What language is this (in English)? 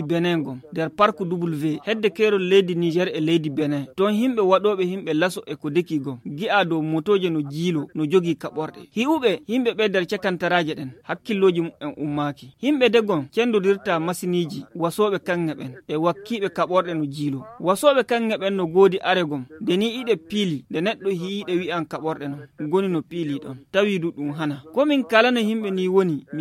Nigerian Fulfulde